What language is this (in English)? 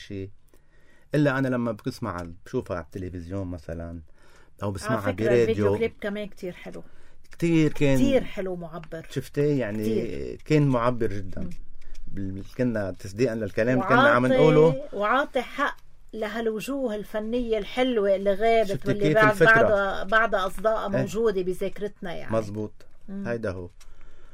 North Levantine Arabic